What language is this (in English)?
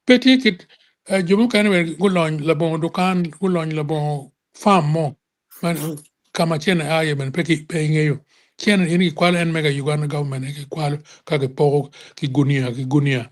Acoli